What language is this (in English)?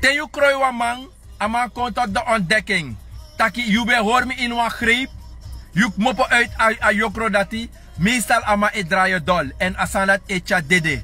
Sranan Tongo